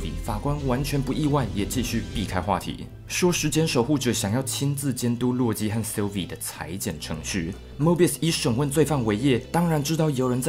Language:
Chinese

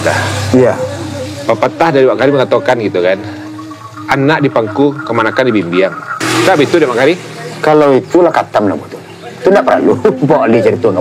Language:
Minangkabau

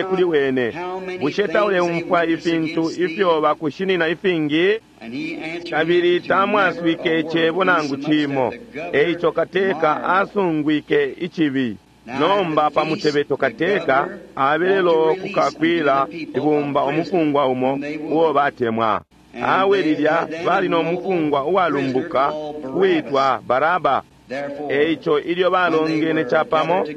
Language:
Bemba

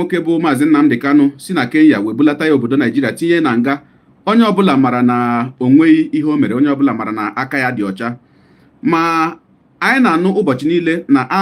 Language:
Igbo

